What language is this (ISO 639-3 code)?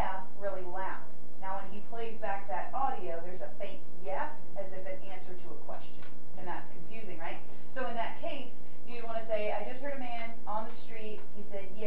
eng